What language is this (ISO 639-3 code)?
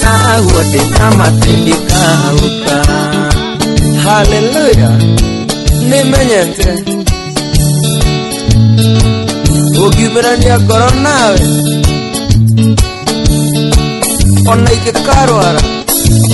kik